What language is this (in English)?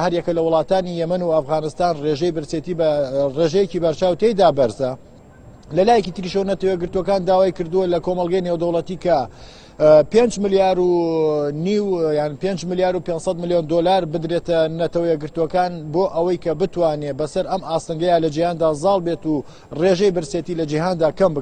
Central Kurdish